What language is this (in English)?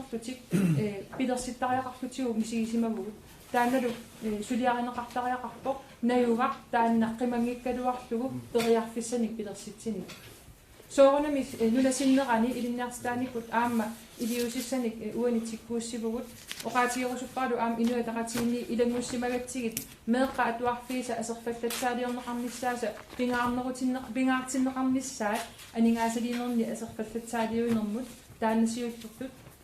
Kalaallisut